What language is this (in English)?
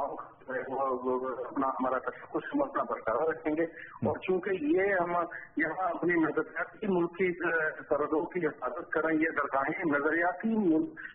Urdu